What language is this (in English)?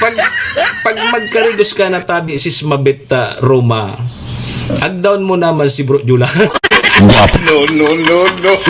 Bikol